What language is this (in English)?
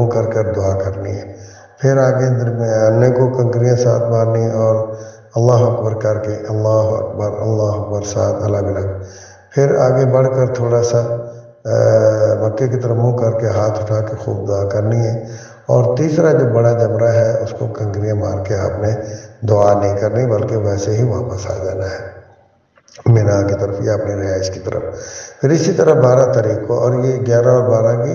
Urdu